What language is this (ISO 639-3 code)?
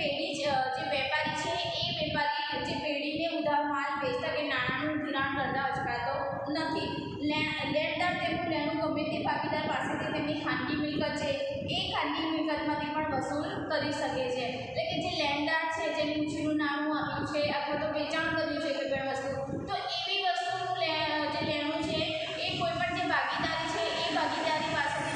guj